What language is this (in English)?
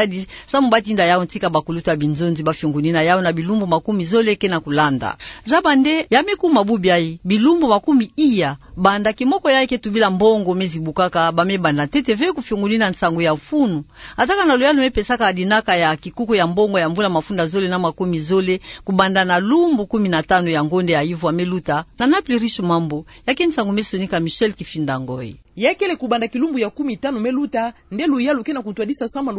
Kituba (Democratic Republic of Congo)